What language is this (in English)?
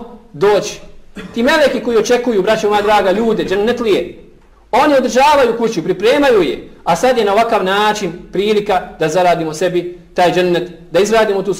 Bosnian